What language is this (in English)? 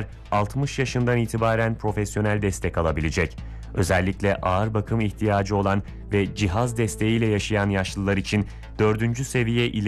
Turkish